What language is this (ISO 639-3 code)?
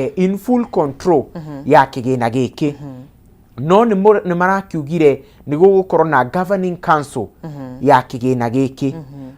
kik